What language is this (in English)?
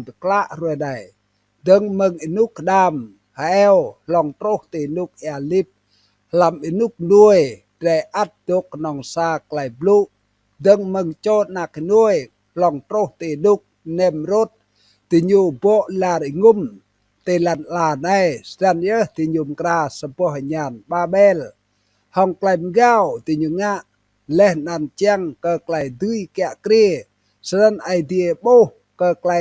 Rade